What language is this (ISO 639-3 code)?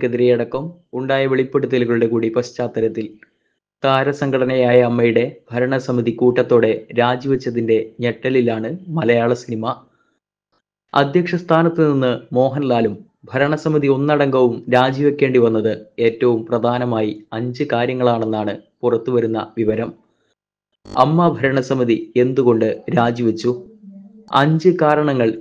mal